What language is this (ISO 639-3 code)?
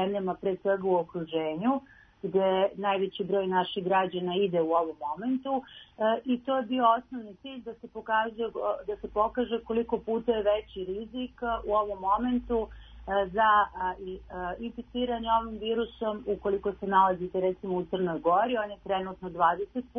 srp